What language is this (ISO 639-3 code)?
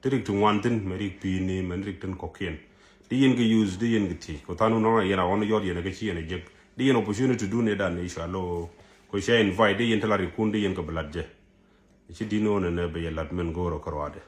nus